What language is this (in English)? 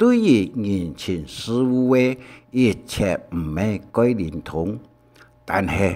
Hakka Chinese